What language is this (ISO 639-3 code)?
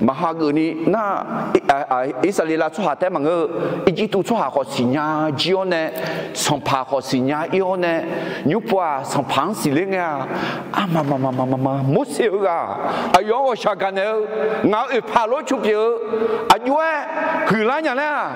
ahk